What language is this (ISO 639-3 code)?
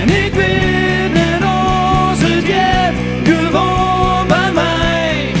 fry